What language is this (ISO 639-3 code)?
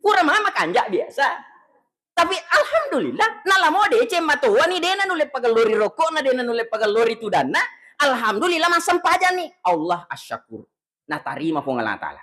bug